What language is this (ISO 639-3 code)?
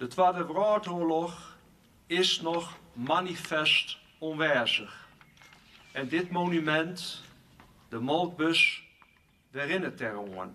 fry